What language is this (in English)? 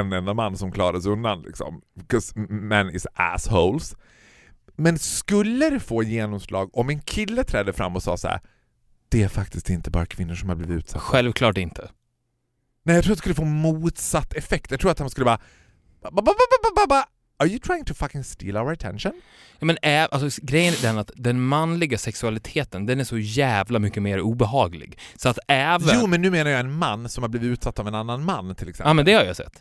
Swedish